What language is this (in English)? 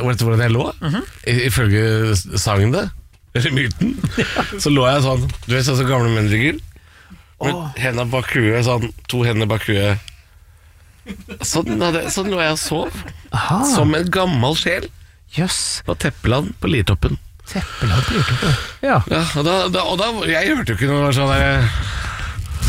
Norwegian